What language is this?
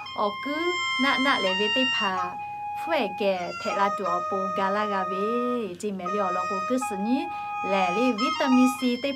Lahu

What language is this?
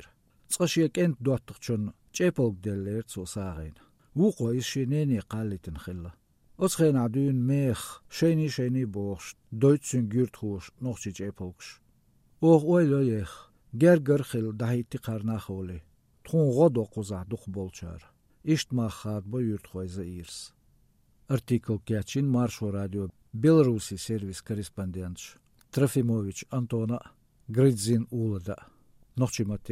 Belarusian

